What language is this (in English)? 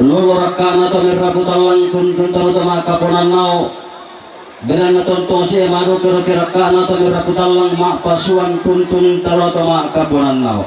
Toraja-Sa'dan